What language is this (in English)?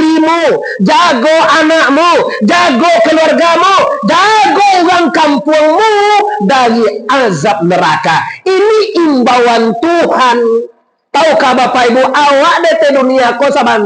Minangkabau